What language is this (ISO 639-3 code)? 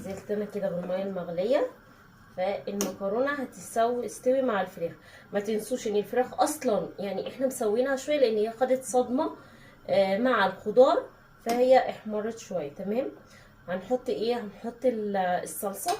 arz